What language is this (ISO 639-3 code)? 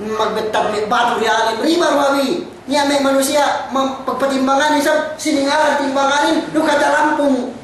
yka